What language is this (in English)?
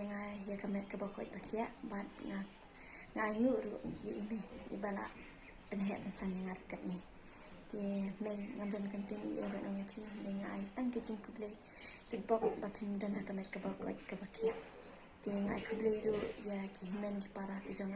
Khasi